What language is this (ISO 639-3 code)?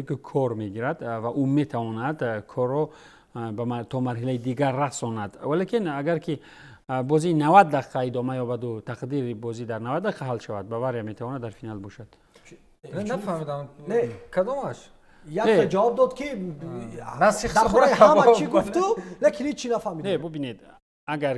tgk